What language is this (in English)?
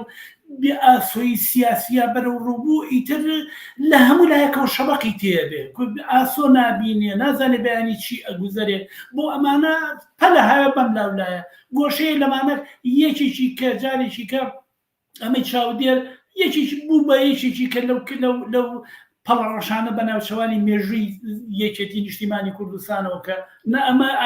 Central Kurdish